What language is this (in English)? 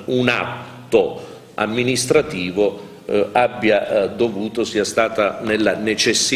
Italian